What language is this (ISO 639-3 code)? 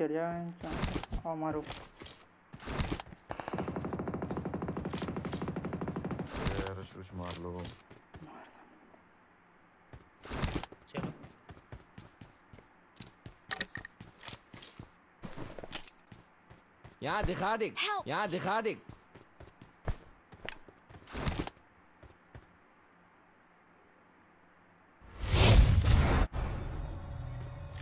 hin